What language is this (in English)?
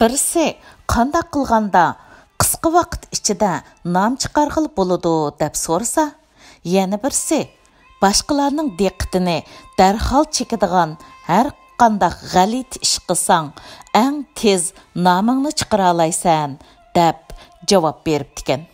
Uyghur